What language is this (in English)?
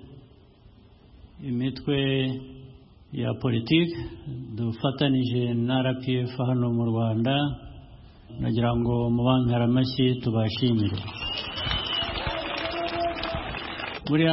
Kinyarwanda